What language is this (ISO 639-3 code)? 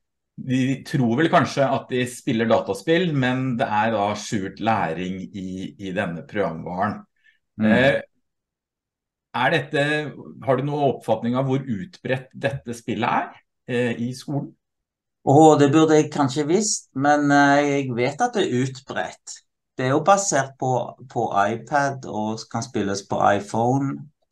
nor